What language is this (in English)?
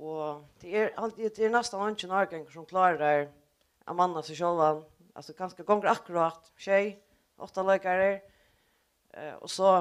Faroese